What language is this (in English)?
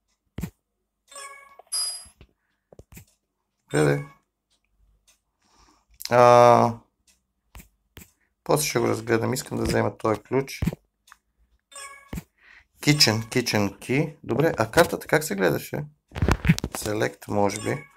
Bulgarian